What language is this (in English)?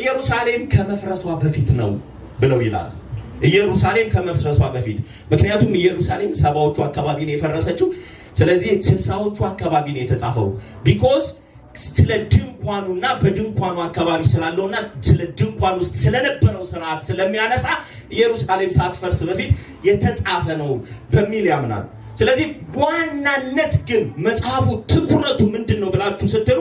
Amharic